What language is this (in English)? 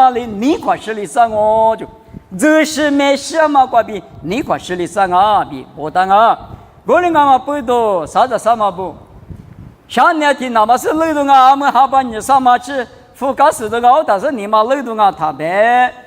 Lisu